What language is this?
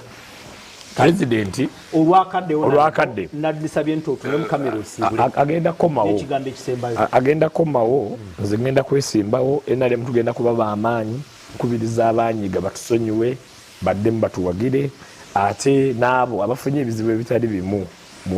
Ganda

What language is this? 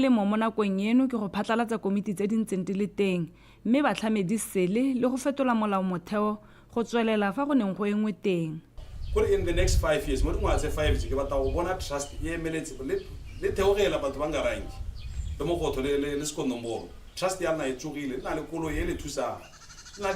Tswana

